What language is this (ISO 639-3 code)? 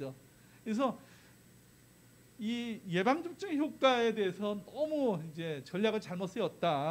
kor